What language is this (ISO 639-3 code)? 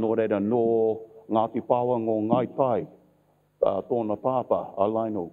mri